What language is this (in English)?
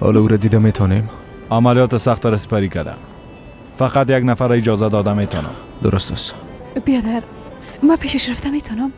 Persian